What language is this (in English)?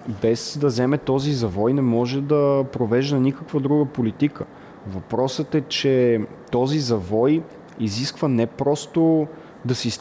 Bulgarian